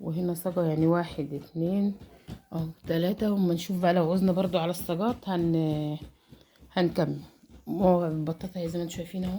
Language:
Egyptian Arabic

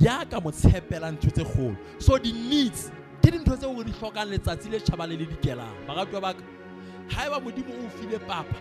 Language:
Southern Sotho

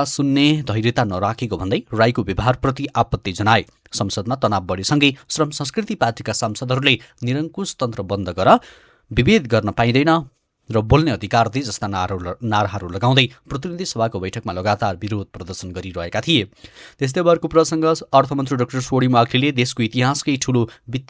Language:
Nepali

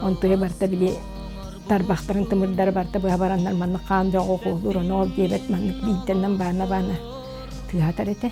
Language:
Yakut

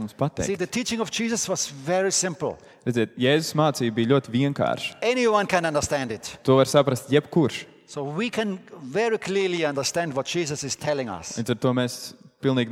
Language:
Latvian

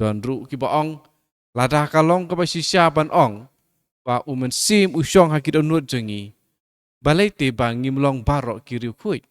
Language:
Khasi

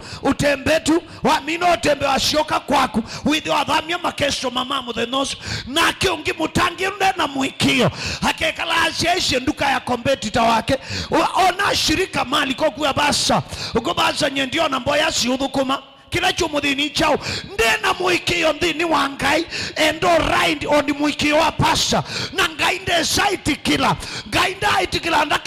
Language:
Kamba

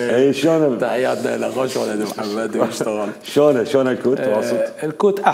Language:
Mesopotamian Arabic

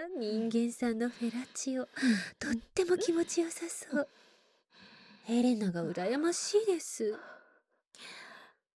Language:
Japanese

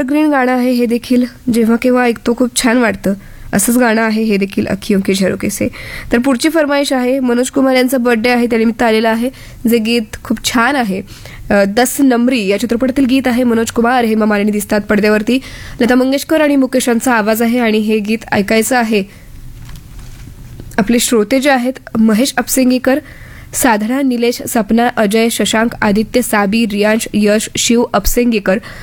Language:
Marathi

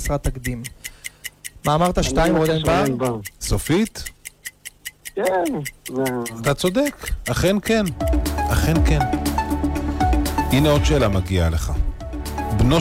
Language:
Hebrew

